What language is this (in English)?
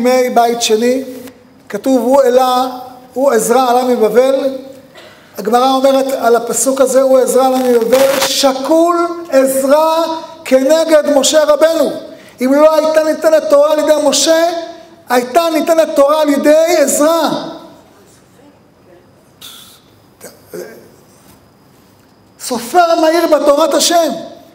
Hebrew